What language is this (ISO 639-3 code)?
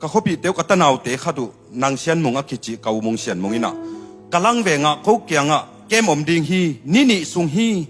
ctd